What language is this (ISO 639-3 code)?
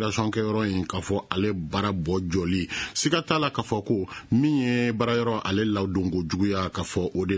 bam